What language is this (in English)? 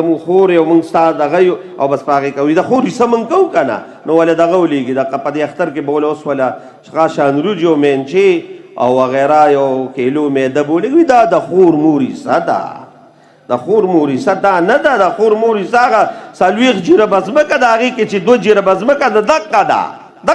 Pashto